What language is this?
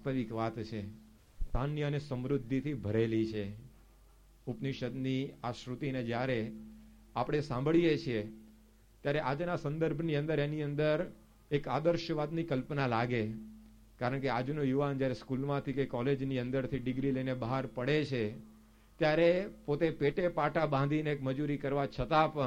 Gujarati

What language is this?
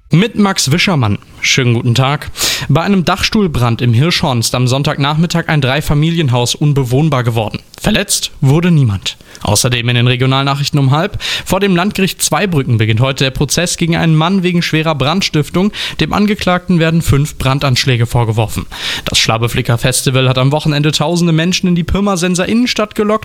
German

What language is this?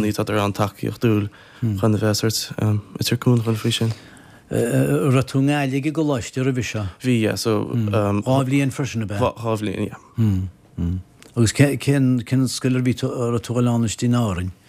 Irish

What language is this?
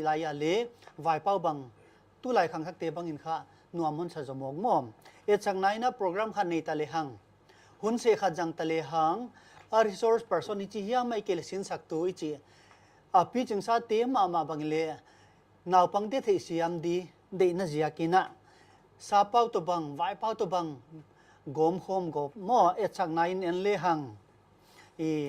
Paite Chin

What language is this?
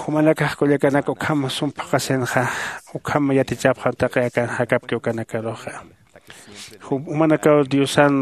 Aymara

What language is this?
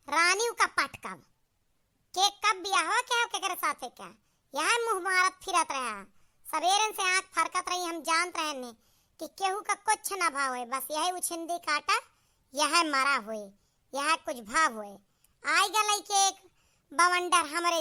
Awadhi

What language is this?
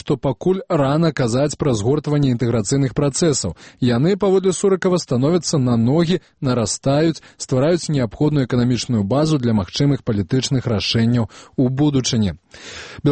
Belarusian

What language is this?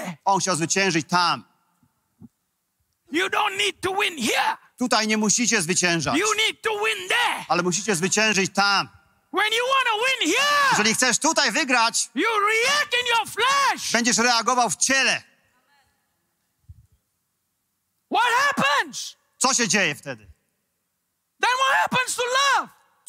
Polish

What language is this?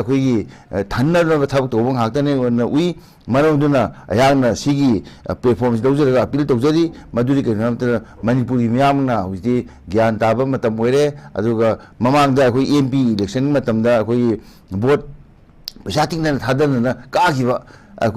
Manipuri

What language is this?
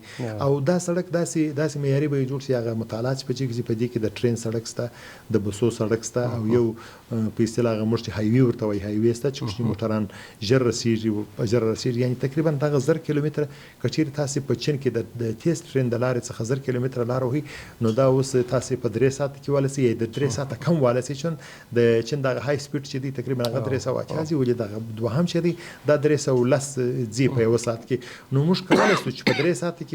Pashto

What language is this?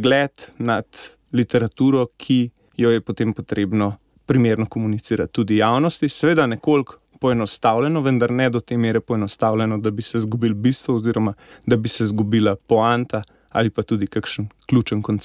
Slovenian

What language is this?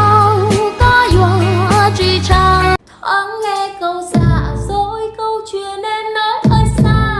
Hmong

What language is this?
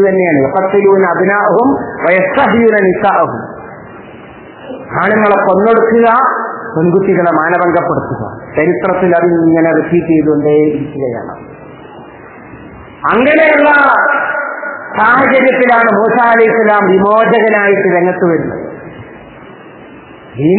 Malayalam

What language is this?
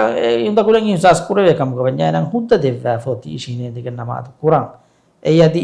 Divehi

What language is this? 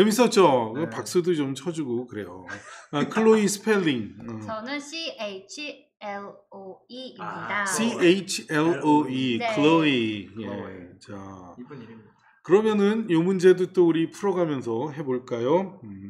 Korean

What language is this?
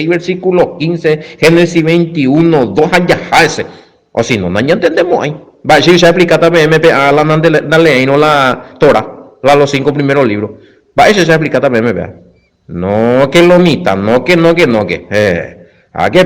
Guarani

